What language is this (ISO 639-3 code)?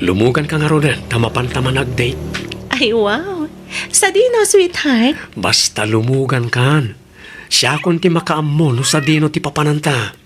ilo